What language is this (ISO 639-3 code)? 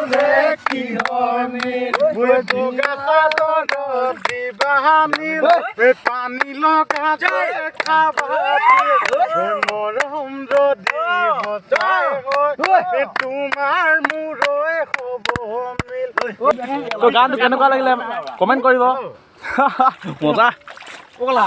asm